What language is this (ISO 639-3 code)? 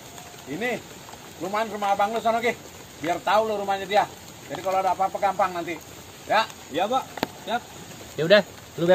bew